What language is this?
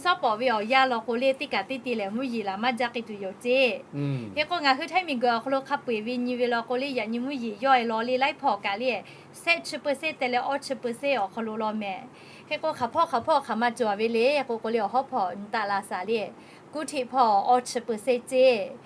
Lahu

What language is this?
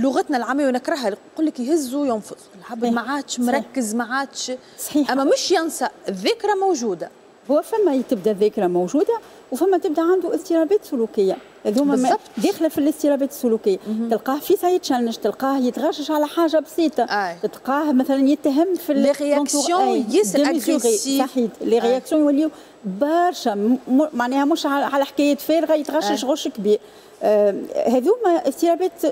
Tunisian Arabic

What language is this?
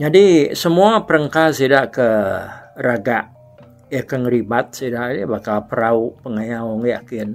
Iban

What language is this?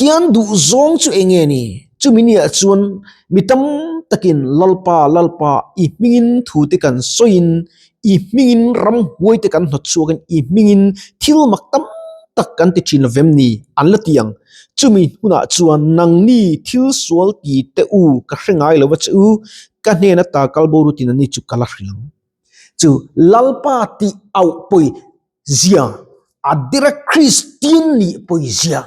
Mizo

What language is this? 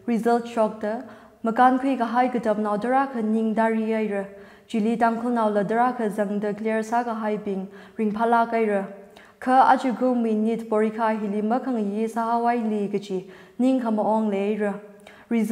Tangkhul Naga (India)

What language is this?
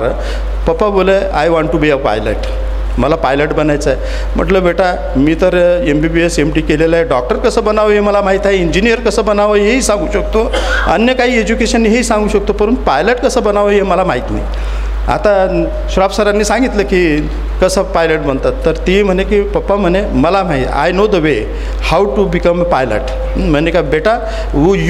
Marathi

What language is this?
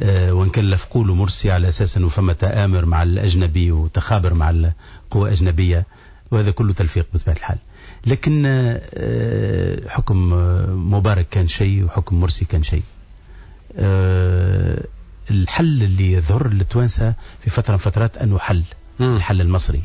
Tunisian Arabic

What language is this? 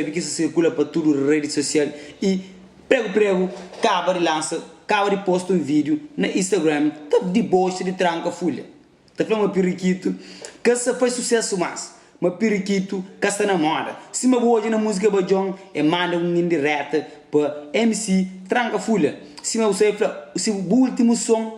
Kabuverdianu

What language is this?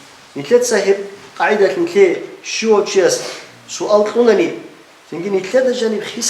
Avaric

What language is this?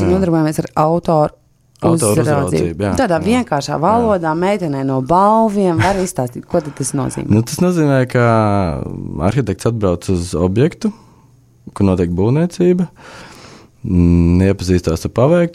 Latvian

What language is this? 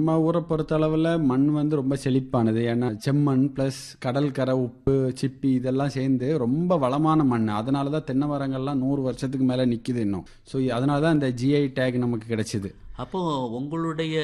Tamil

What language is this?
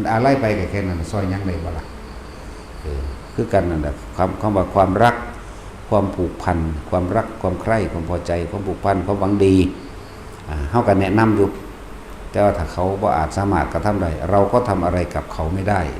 Northeastern Thai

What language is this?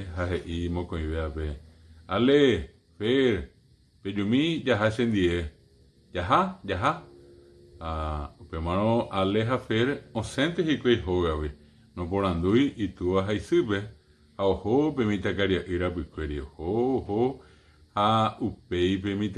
Guarani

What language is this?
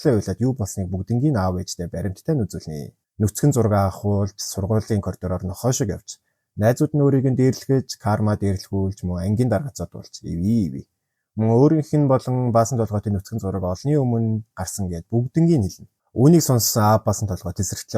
Mongolian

